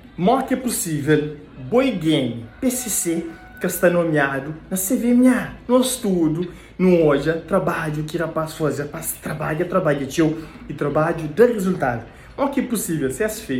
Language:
Kabuverdianu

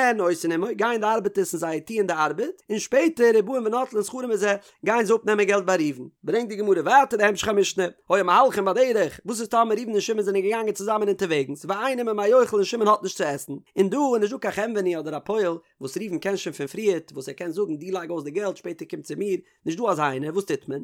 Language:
Yiddish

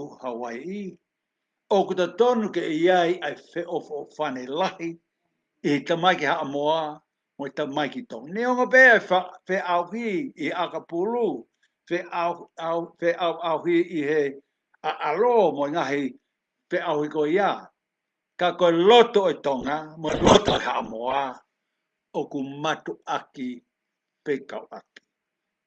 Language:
Tongan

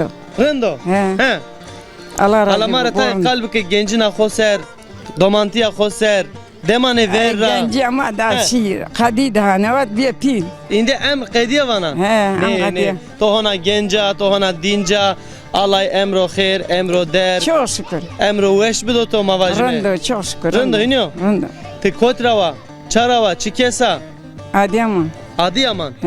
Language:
Zaza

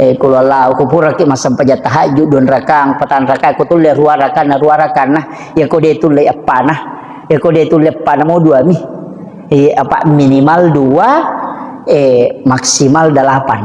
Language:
Buginese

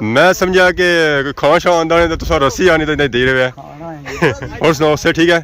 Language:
Pahari-Potwari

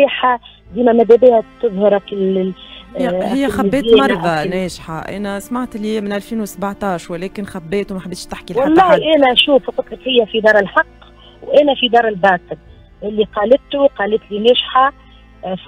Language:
Tunisian Arabic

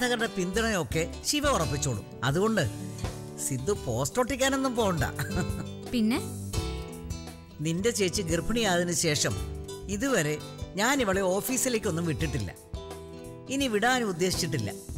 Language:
Malayalam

